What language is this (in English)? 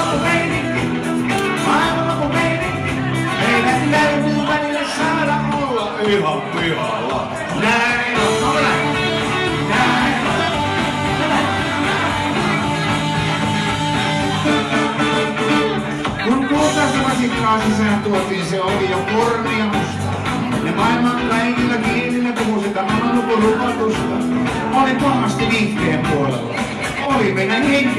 Finnish